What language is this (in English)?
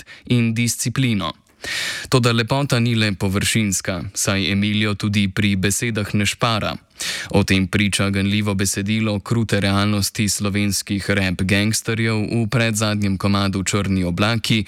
Slovenian